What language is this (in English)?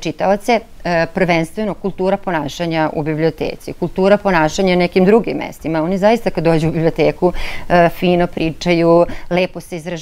Serbian